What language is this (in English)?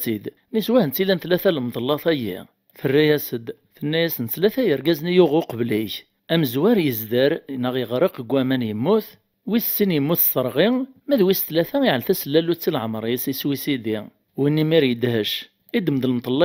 Kabyle